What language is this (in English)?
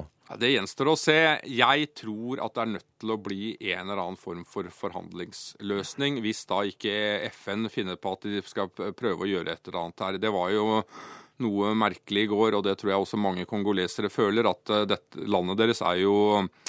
Norwegian